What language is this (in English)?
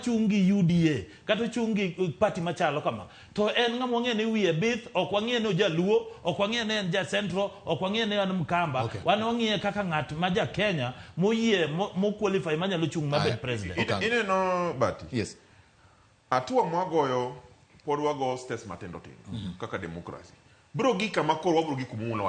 Luo (Kenya and Tanzania)